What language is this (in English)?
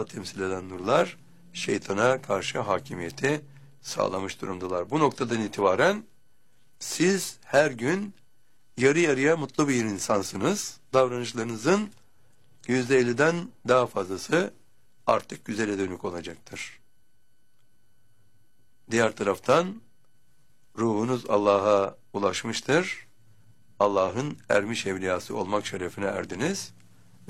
Turkish